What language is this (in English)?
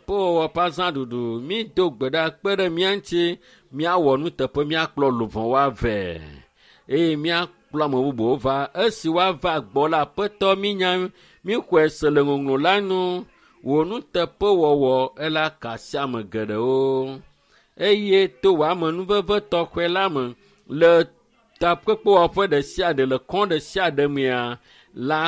Ewe